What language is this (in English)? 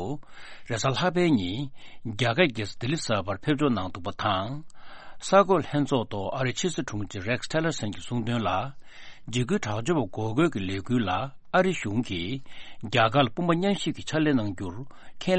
Tibetan